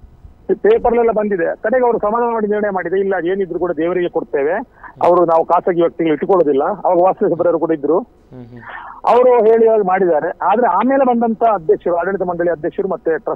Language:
Kannada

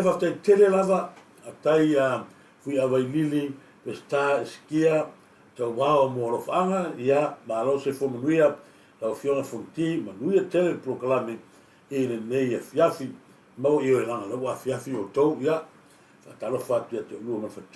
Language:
Samoan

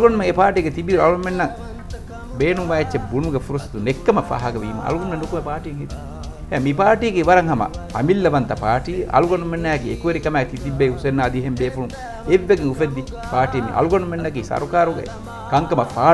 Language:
Divehi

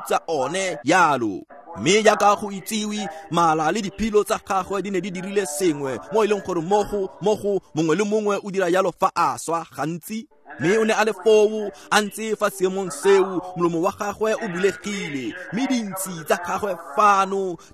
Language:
Tswana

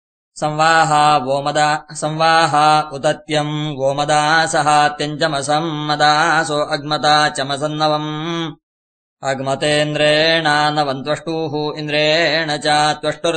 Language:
Sanskrit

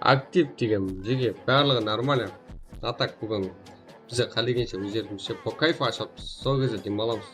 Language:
Kara-Kalpak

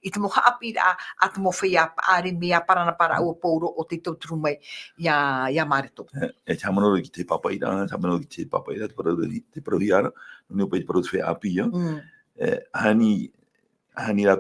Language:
Tahitian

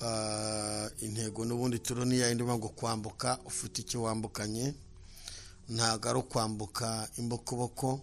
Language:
Kinyarwanda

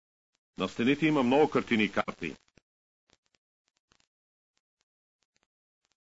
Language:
Bulgarian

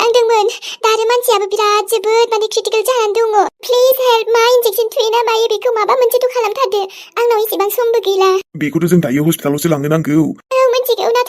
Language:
Bodo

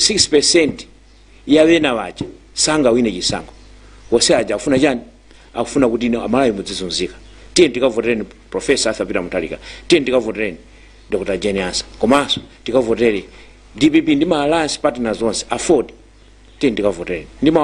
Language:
Nyanja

